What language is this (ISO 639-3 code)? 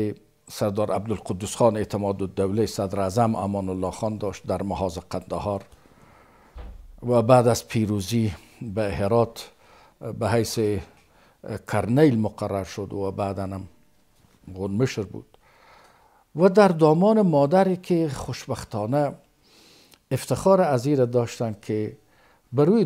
fas